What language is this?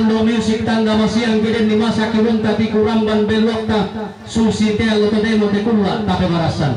Toraja-Sa'dan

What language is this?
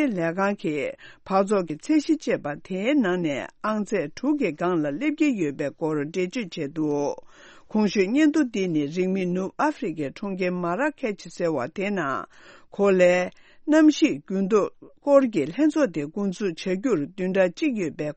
Tibetan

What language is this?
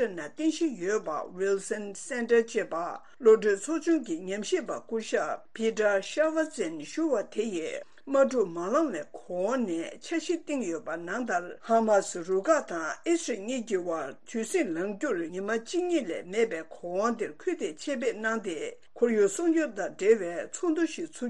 Tibetan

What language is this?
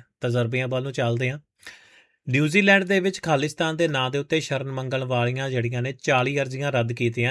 Punjabi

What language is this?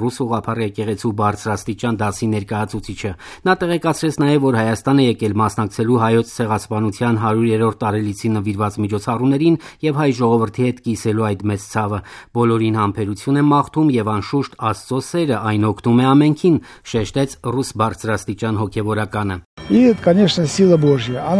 Armenian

